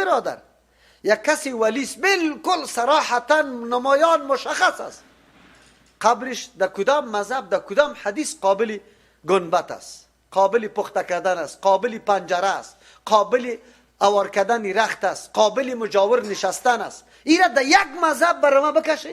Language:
Persian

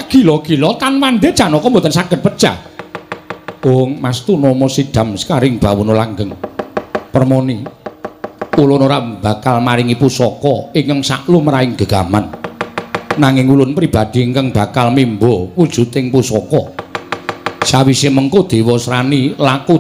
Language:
Javanese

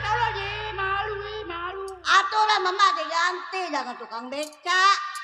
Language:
Betawi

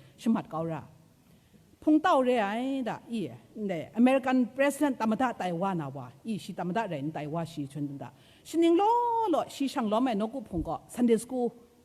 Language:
Kachin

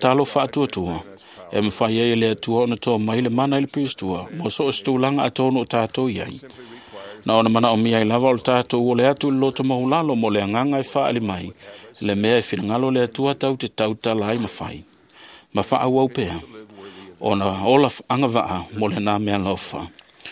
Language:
Samoan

